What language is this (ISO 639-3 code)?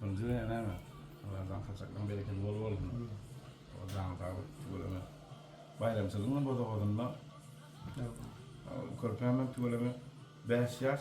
tuk